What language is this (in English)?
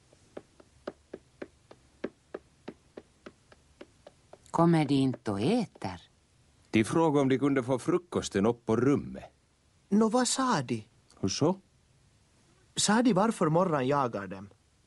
Swedish